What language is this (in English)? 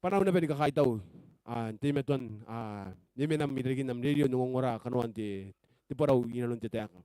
Gilbertese